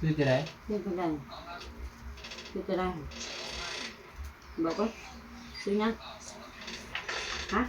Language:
Northeastern Thai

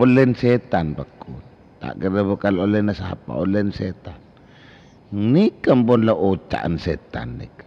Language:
Madurese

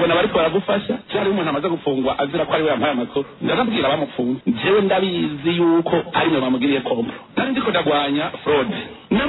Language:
Rundi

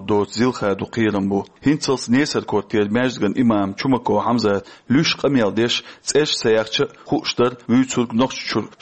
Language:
Chechen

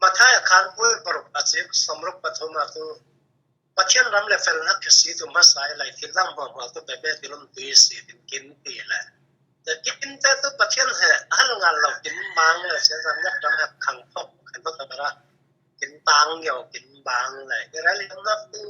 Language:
Falam Chin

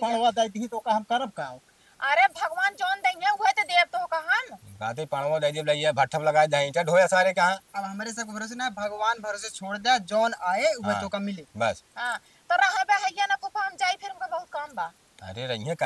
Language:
Awadhi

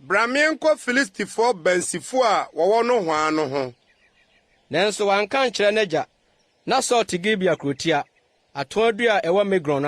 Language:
Akan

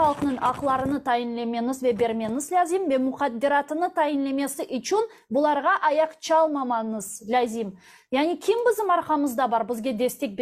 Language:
Crimean Tatar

